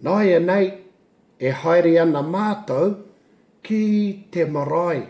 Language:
Māori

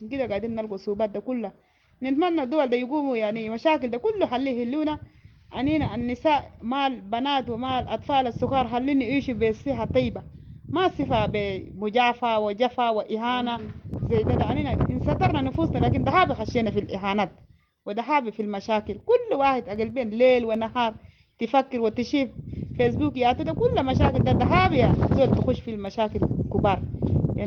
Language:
Sudanese Arabic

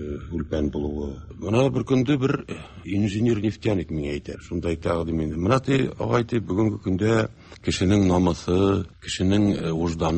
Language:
Tatar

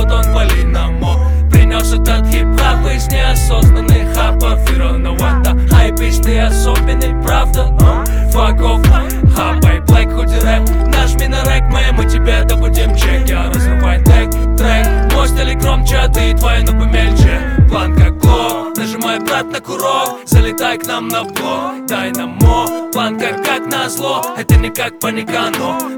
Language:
Russian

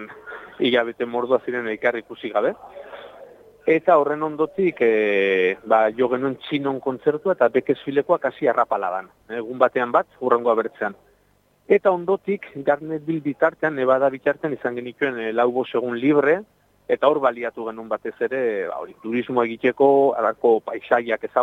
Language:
Basque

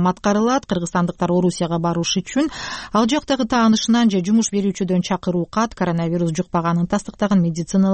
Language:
Kyrgyz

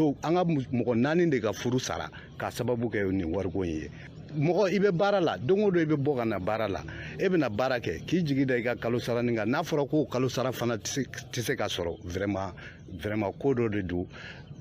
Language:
Bambara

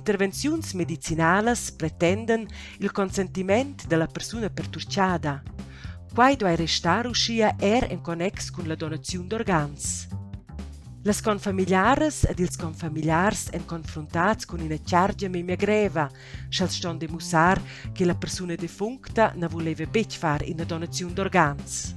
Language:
Romansh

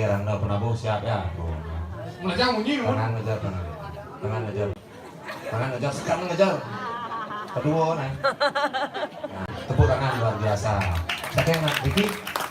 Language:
Balinese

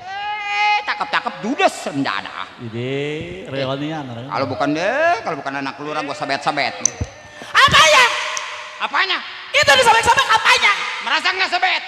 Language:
Betawi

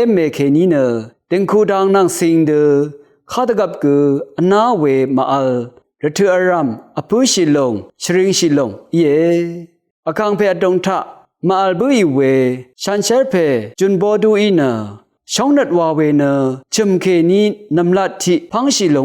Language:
Rawang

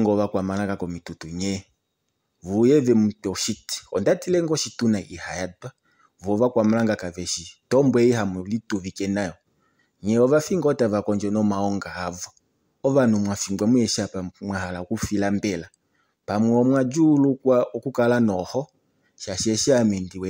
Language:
Kuanyama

